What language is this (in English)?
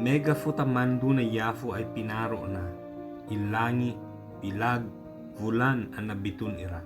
Ibanag